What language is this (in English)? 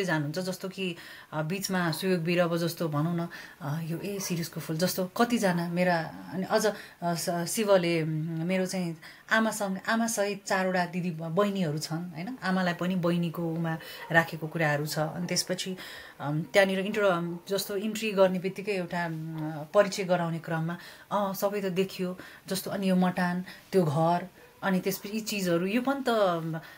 Nepali